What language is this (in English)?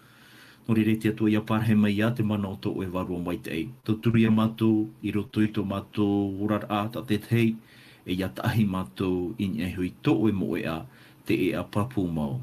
Tahitian